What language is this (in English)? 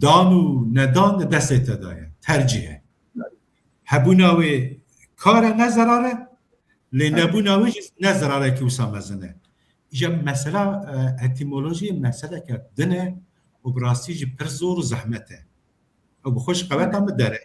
Kurdish